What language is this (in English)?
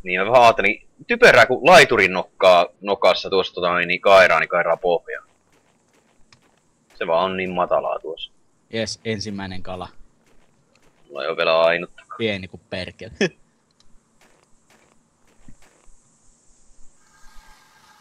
Finnish